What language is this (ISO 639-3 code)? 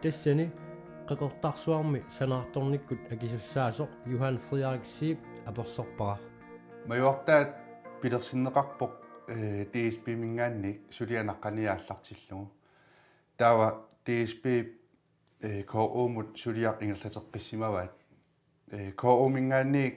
kal